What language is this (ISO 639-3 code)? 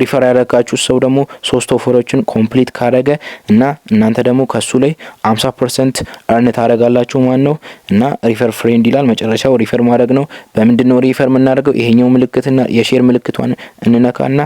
amh